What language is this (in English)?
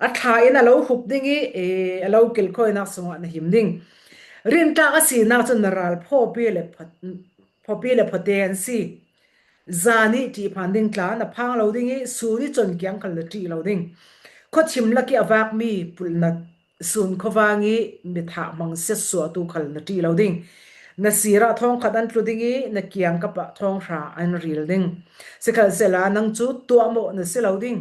Falam Chin